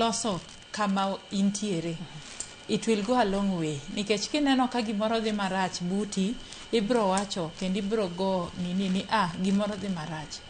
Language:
Luo (Kenya and Tanzania)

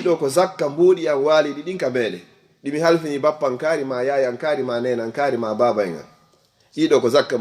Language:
Fula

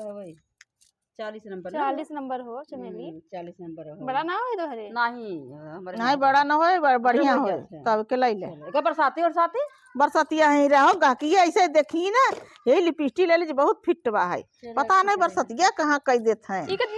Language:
Awadhi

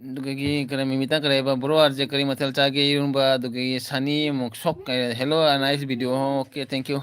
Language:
Manipuri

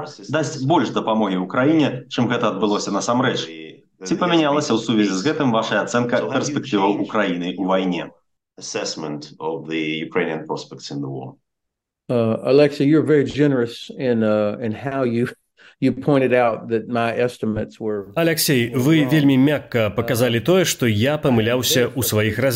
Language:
Belarusian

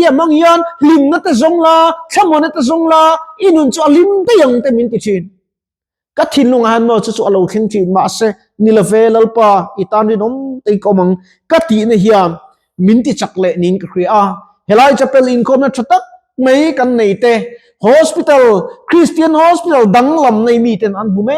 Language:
Mizo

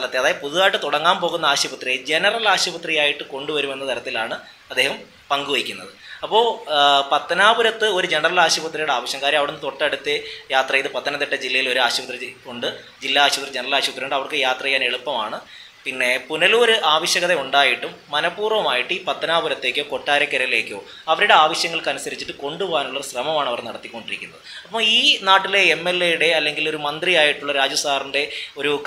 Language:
Malayalam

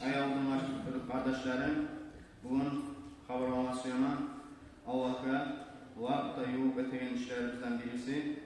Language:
Kumyk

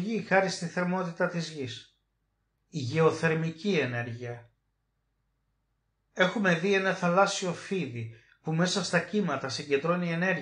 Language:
Greek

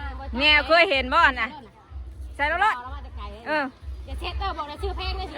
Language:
Northeastern Thai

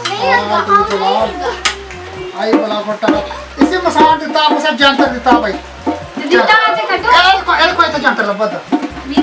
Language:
Dogri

